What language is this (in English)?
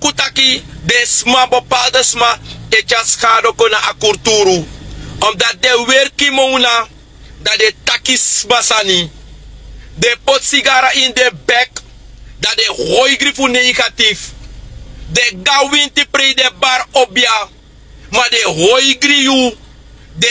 Sranan Tongo